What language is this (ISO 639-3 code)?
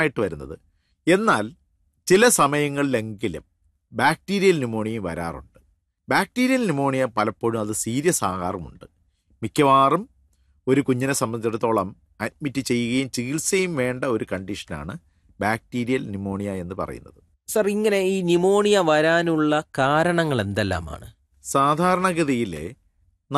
mal